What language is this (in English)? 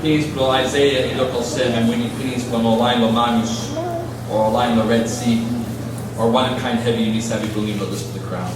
Tok Pisin